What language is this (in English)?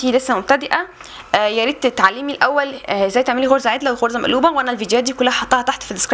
Egyptian Arabic